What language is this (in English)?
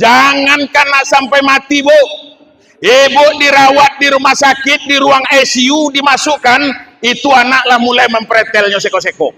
Minangkabau